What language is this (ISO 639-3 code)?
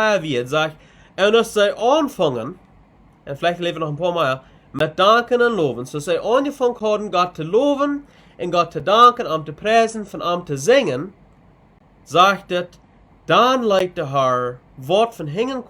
pdt